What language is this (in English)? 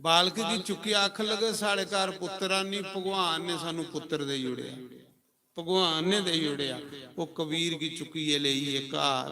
Dogri